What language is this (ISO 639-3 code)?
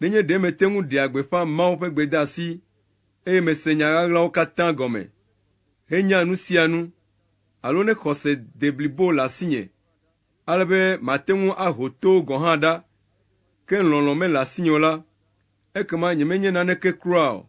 ewe